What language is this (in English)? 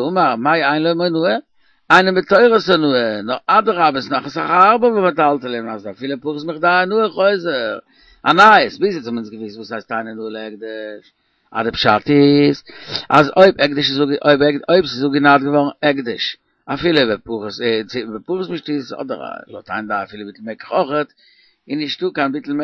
Yiddish